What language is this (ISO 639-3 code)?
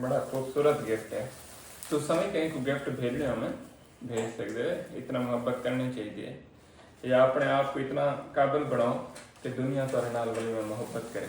skr